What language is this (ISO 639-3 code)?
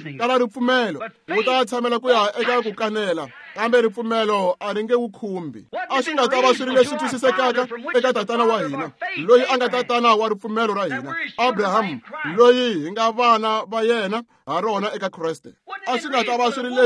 tso